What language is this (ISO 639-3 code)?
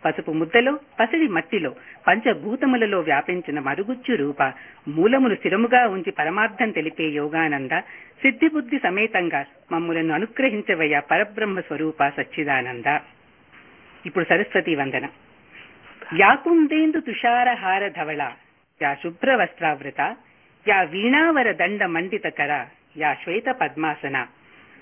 tel